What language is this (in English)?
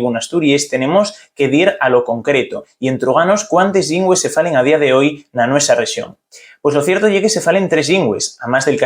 Asturian